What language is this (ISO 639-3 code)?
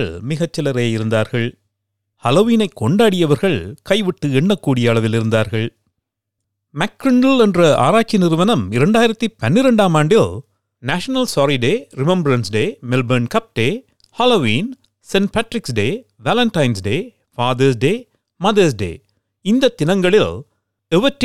tam